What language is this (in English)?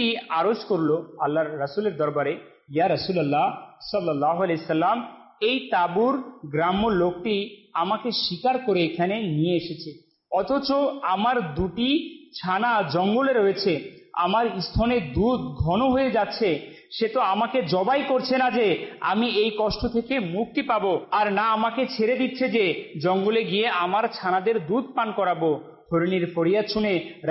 Bangla